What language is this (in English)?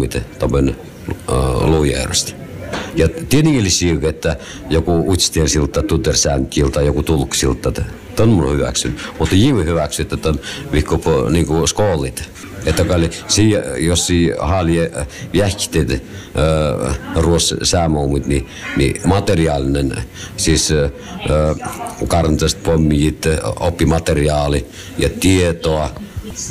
Finnish